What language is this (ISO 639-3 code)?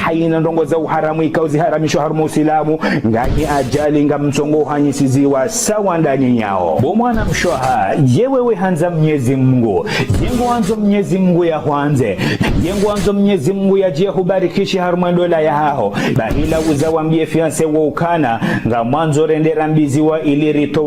zdj